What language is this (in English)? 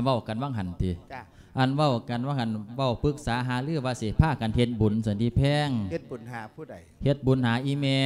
Lao